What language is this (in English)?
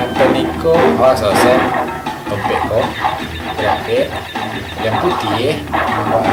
Minangkabau